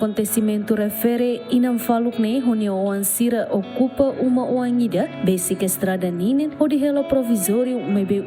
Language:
Tetum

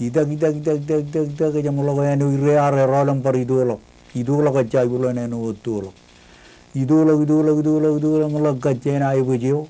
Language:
Marshallese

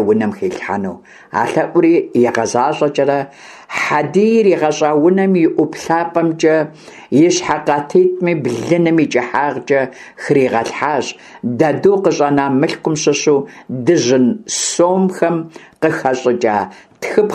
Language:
Kabardian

